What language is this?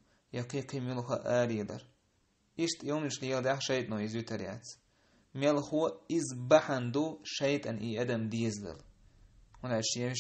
Chechen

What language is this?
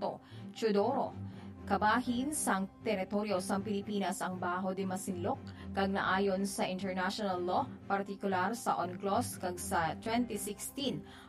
Hiligaynon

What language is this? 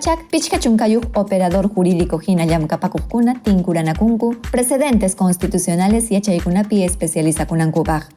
Ayacucho Quechua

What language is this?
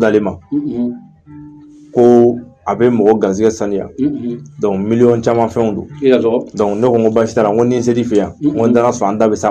Bambara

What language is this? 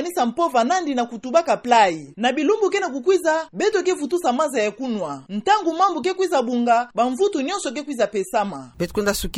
Kituba (Democratic Republic of Congo)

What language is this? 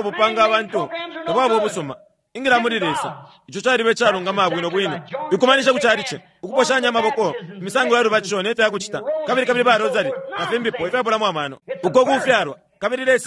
Bemba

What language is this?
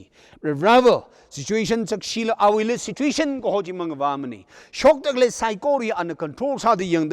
Tangkhul Naga (India)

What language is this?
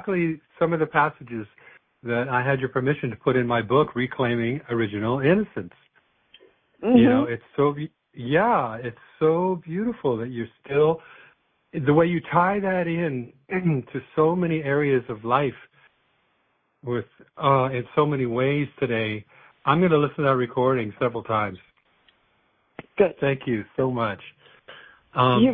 English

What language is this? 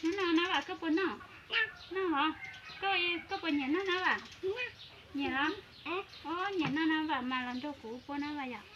Hmong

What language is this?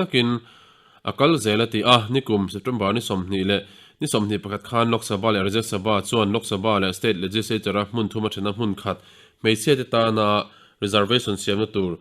Mizo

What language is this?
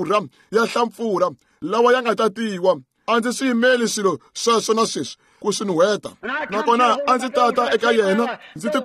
Tsonga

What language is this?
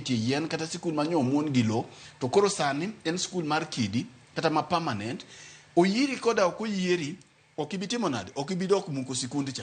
Luo (Kenya and Tanzania)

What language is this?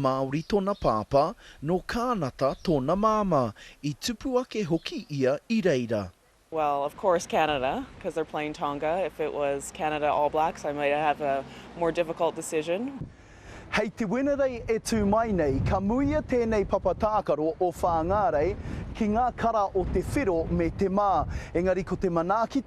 Māori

